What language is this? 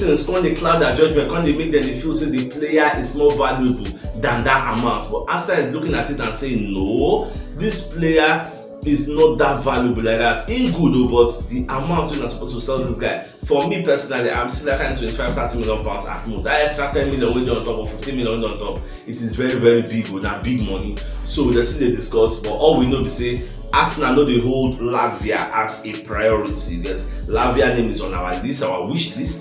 Nigerian Pidgin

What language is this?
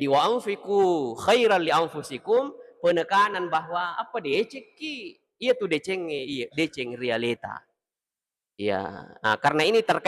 Buginese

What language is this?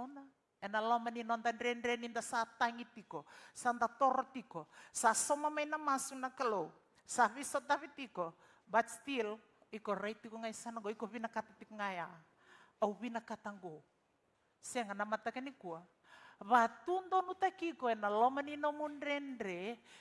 Fijian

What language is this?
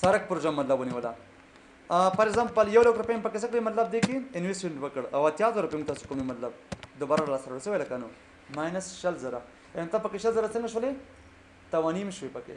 Pashto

